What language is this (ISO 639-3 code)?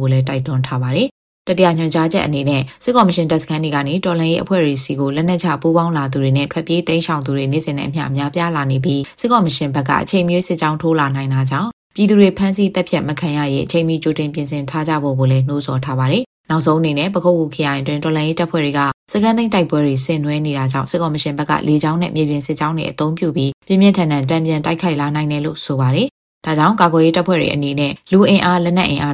mya